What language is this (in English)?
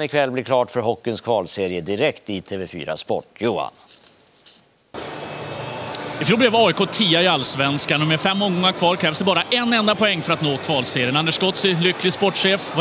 Swedish